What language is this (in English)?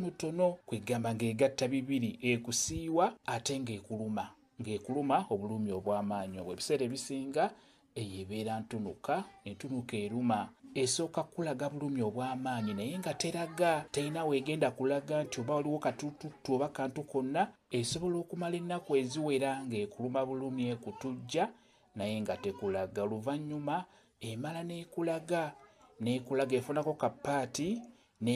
Ganda